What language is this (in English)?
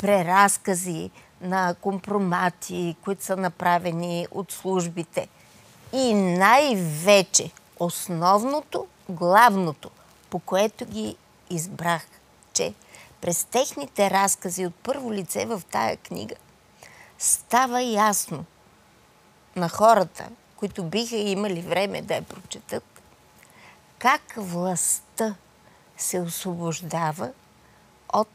Bulgarian